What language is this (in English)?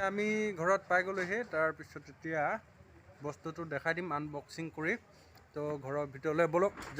Assamese